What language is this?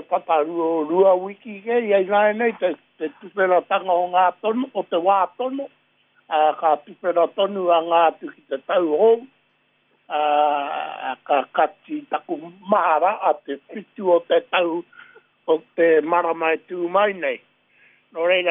Māori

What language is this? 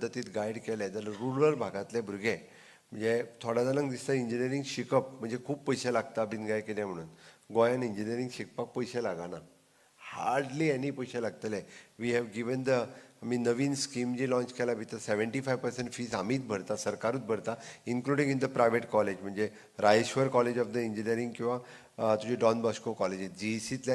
Konkani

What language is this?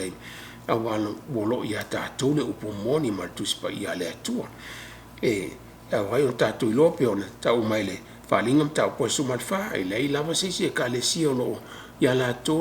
Samoan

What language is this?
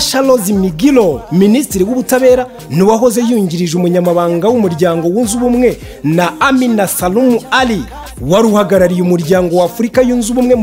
Kinyarwanda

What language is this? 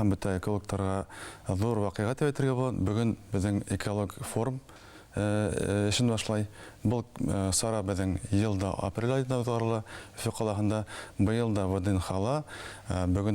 Bashkir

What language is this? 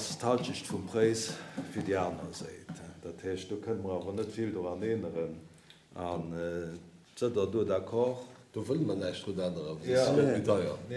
Luxembourgish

